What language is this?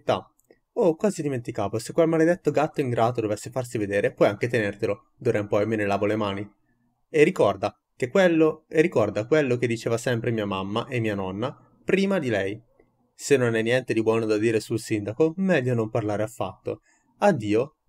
Italian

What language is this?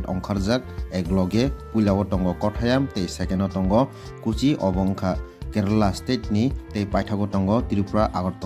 Kok Borok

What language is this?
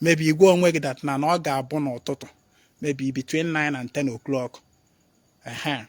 Igbo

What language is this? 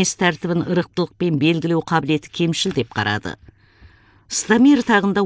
Kazakh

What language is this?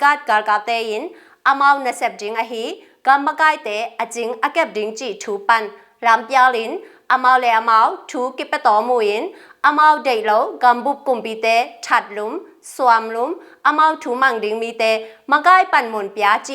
Tedim Chin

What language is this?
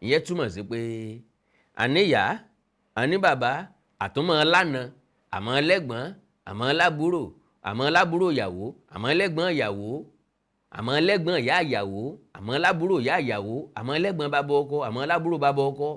Yoruba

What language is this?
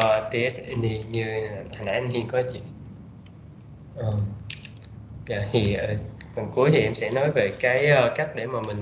Vietnamese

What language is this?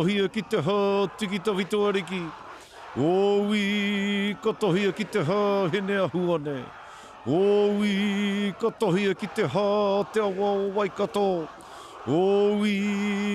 Māori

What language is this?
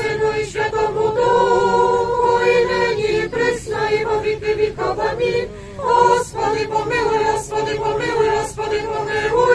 Rusyn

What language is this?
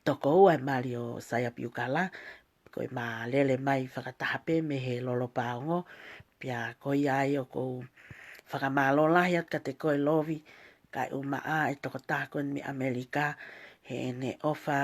Tongan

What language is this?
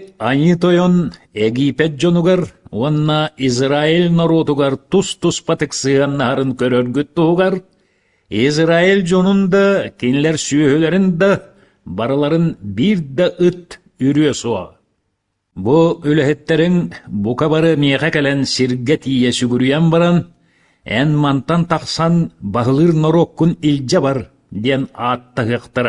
Yakut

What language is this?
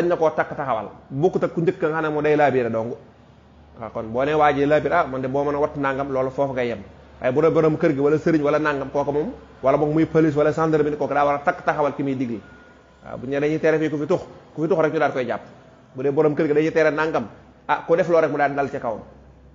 Wolof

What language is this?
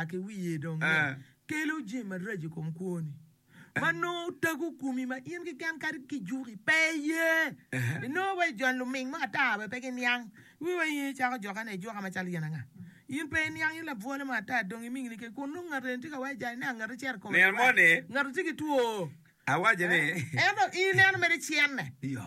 Acoli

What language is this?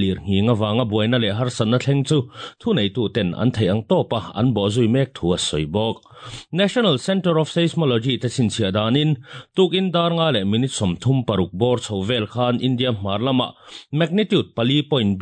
Mizo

